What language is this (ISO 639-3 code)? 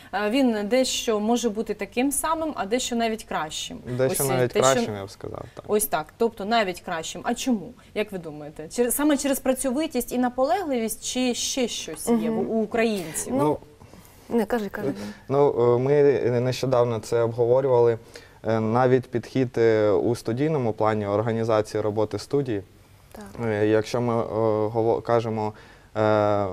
ukr